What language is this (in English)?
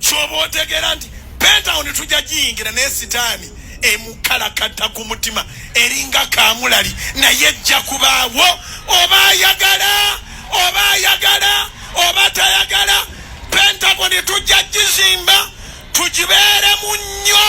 Ganda